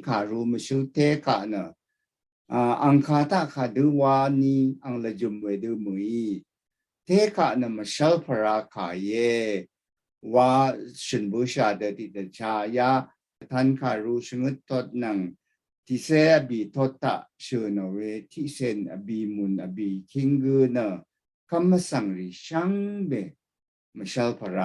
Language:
Rawang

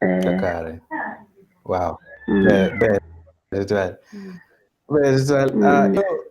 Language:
Acoli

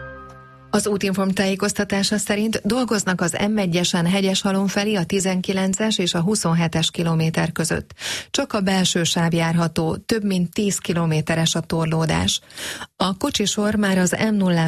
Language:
Hungarian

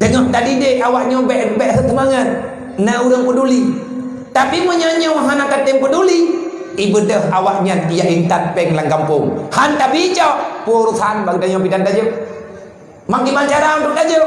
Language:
Achinese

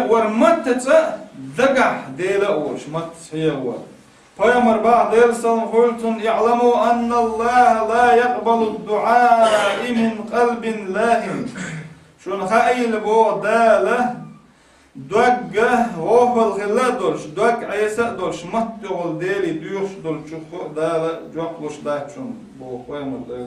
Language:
Chechen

